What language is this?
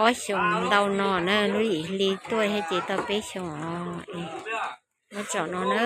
Hmong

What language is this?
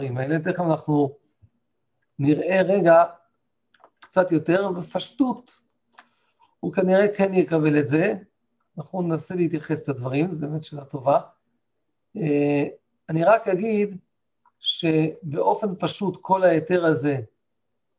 Hebrew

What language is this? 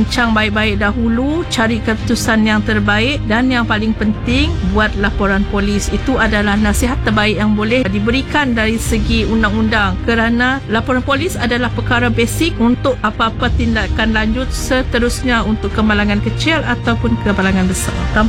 Malay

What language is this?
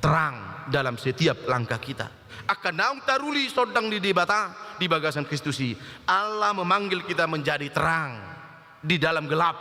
Batak Toba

